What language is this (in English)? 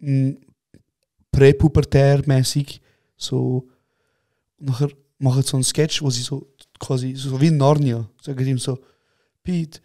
Swiss German